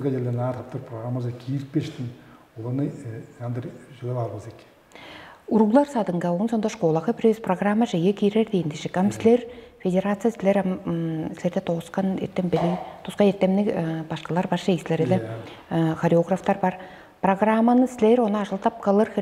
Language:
Tuvinian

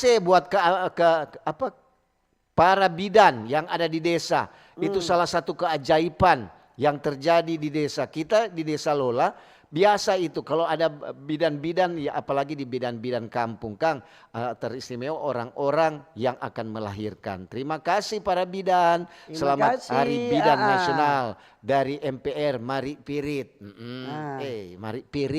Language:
Manado Malay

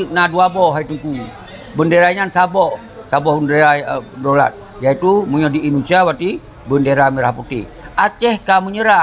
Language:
Achinese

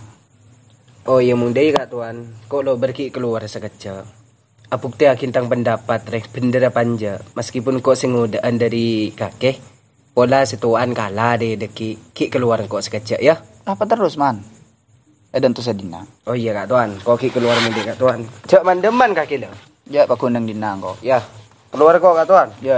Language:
Madurese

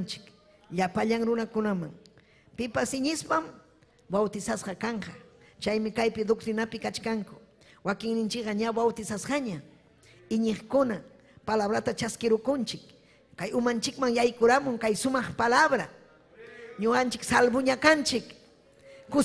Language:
Ayacucho Quechua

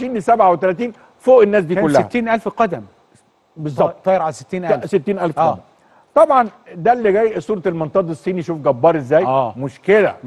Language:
Egyptian Arabic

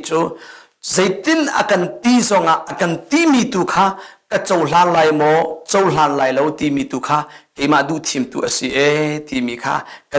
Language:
Hakha Chin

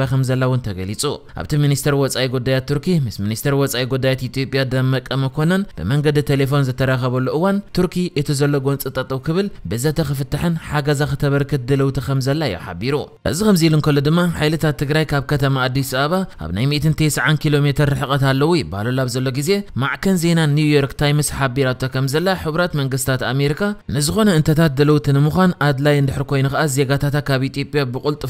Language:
Tigrinya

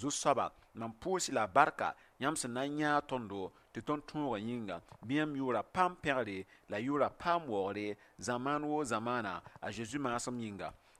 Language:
Mossi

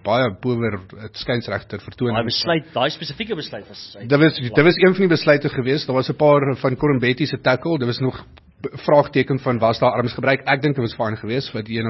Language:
Afrikaans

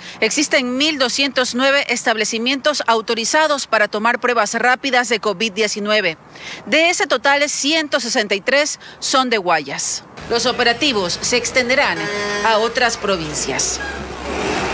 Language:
Spanish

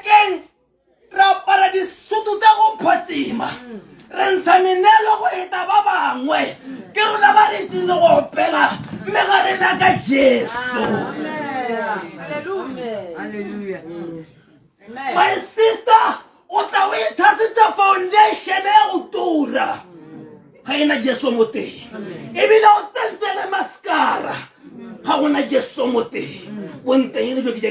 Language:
Tswana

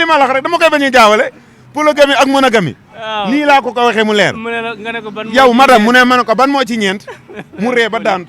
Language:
Wolof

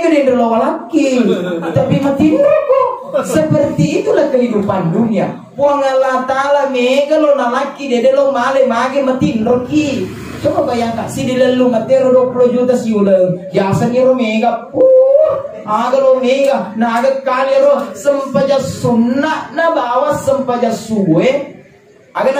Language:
Buginese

